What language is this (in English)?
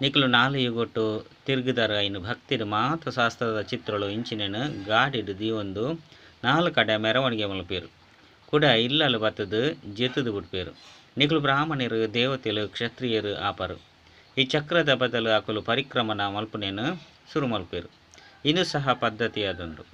Tulu